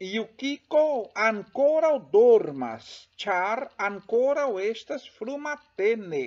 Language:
Esperanto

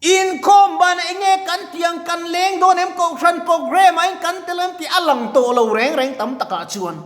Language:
Mizo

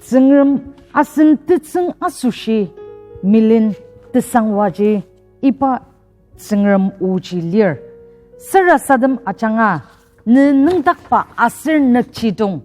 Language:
Ao Naga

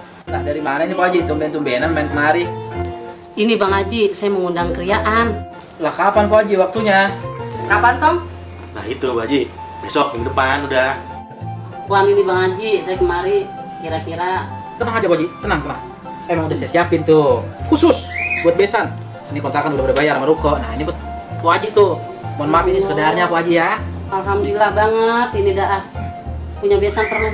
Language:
Betawi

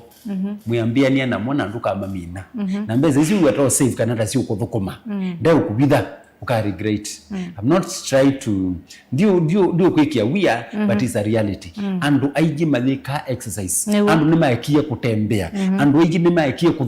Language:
Kamba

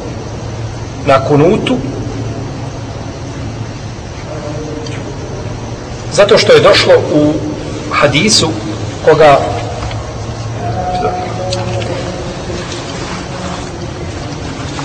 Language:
Bosnian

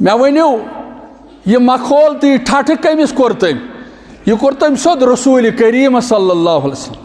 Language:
Kashmiri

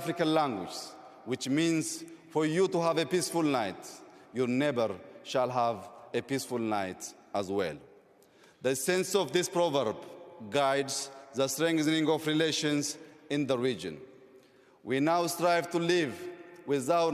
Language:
English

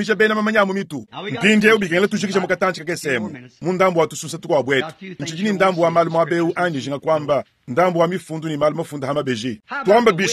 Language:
Luba-Lulua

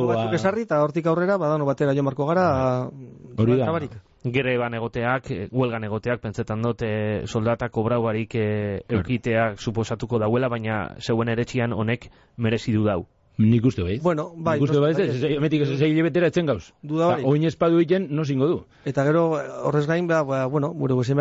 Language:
Basque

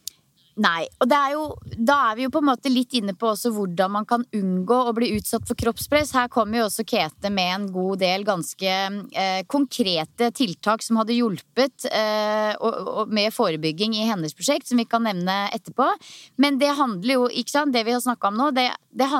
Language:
Norwegian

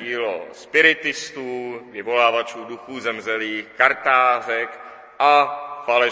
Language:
Czech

